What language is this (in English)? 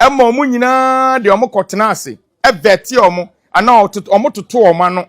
Akan